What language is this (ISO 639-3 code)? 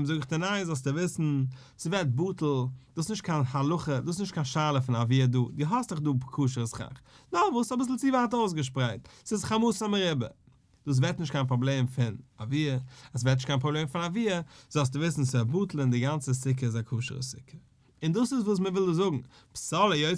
yid